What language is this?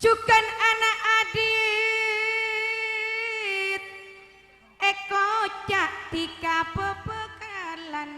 Madurese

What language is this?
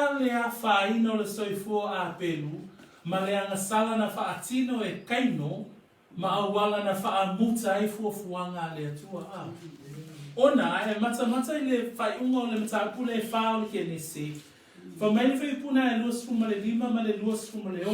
Samoan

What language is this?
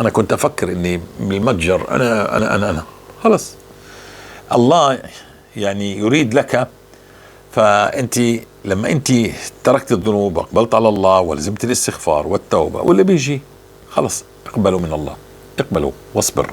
North Levantine Arabic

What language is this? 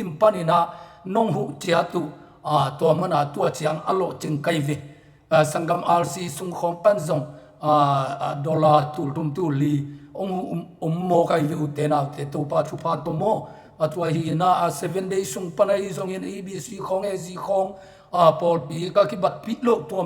Tedim Chin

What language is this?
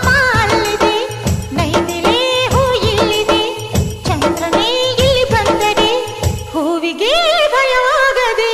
Kannada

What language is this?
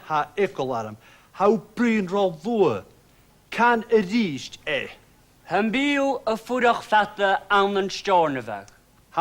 Scottish Gaelic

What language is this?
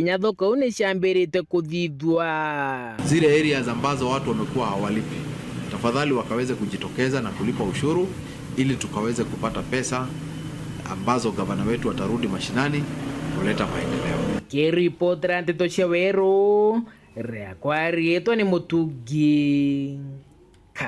Meru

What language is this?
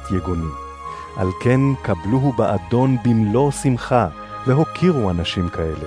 Hebrew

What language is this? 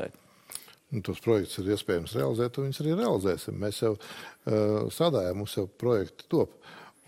Latvian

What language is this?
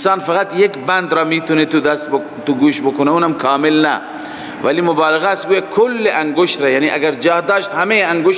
Persian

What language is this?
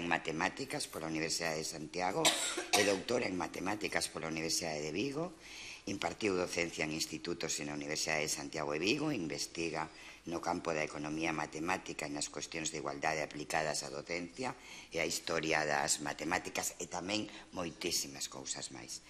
Galician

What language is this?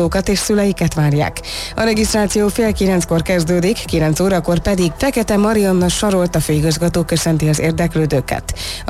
Hungarian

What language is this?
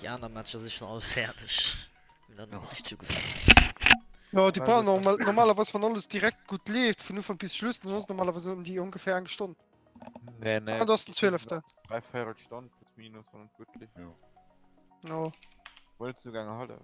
Luxembourgish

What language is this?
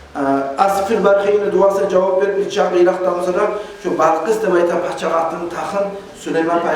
Kumyk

